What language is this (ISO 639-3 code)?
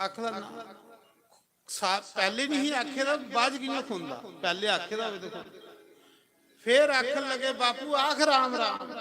doi